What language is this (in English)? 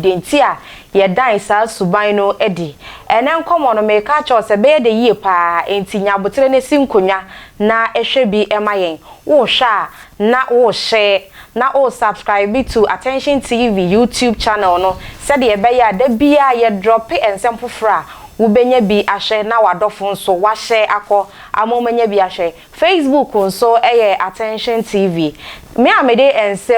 Akan